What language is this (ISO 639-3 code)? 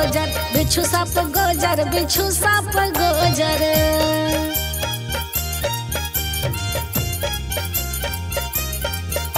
bho